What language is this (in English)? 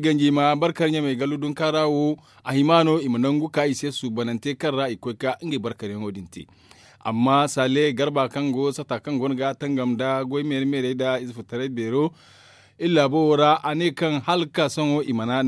Zarma